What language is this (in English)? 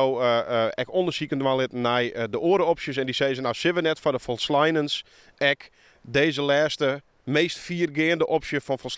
Western Frisian